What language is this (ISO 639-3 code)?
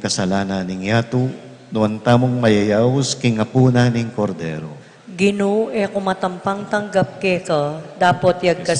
pam